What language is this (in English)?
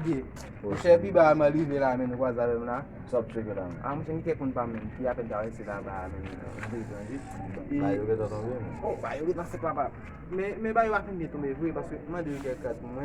Haitian Creole